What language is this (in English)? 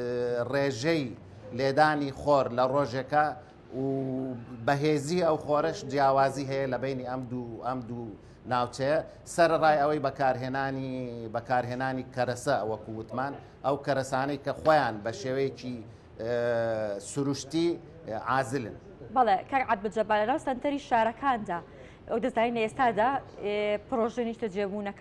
Central Kurdish